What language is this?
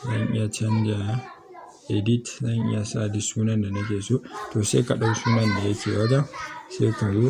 Hausa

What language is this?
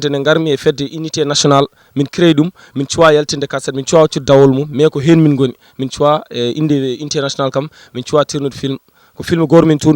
Fula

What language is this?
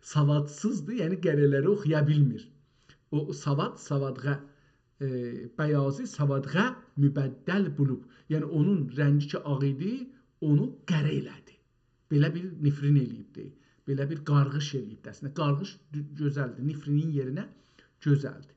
South Azerbaijani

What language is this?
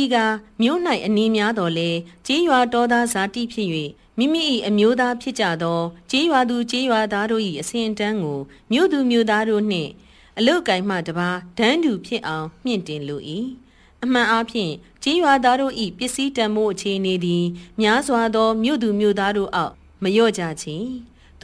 Burmese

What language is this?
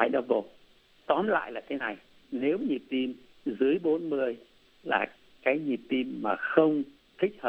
Vietnamese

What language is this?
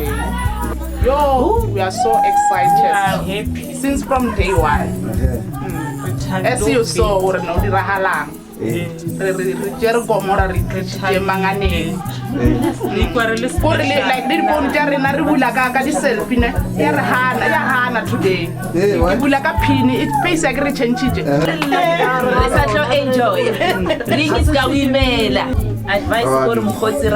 Northern Sotho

